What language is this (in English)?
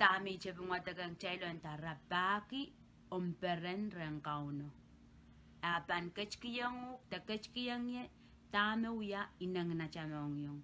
Pohnpeian